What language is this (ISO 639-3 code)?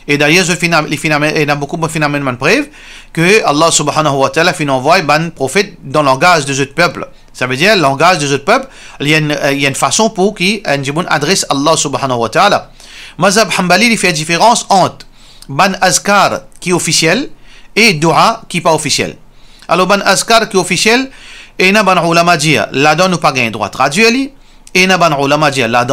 mfe